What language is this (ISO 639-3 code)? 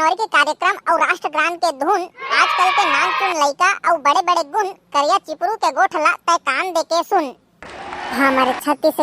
hne